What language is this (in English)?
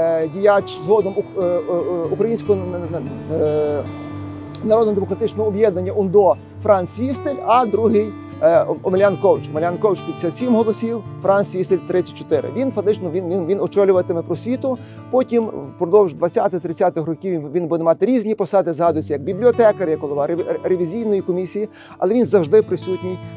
Ukrainian